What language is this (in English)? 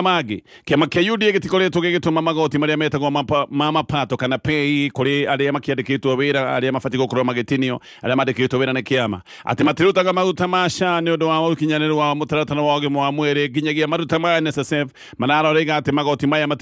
Kikuyu